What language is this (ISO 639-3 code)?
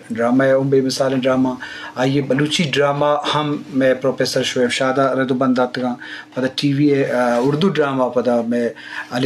bgp